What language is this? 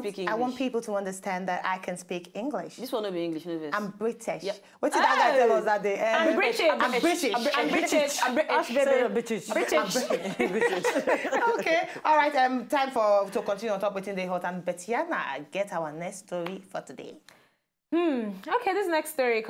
Nigerian Pidgin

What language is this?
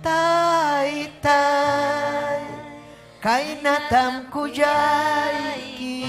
Ayacucho Quechua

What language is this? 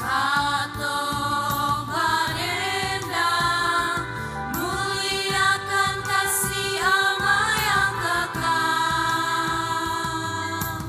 Ambonese Malay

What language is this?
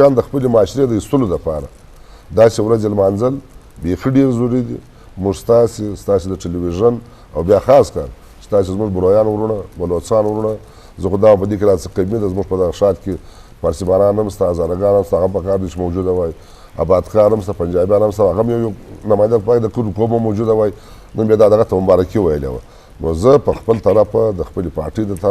Eastern Balochi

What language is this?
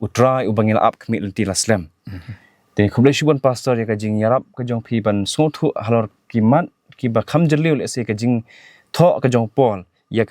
Khasi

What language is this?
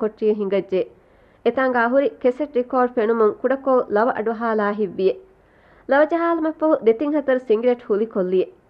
Divehi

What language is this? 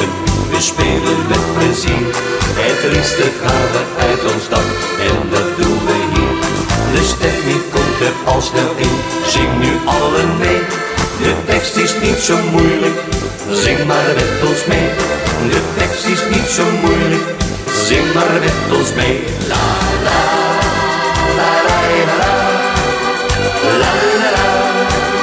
Dutch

